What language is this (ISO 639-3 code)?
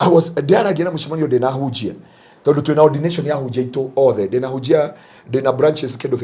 kik